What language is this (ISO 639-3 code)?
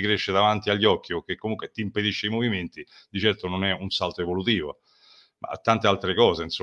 ita